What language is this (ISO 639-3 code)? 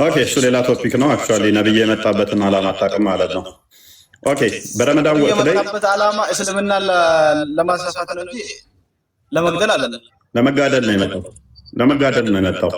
amh